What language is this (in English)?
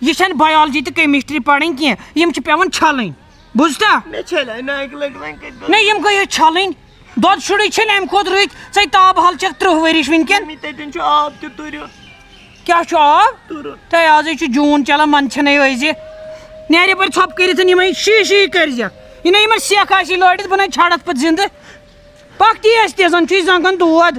Kashmiri